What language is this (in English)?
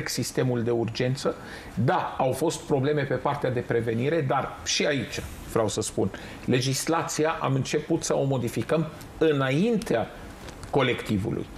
Romanian